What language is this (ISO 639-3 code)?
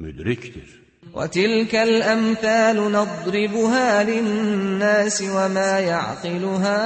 aze